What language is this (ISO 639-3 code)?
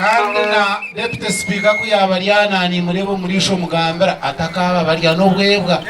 nyn